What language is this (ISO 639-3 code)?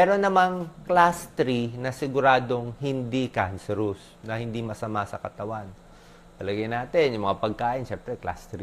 fil